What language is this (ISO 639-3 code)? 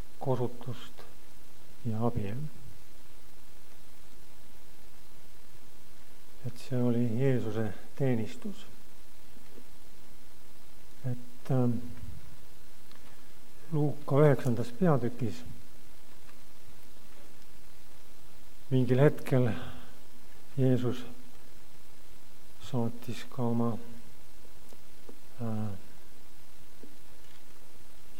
est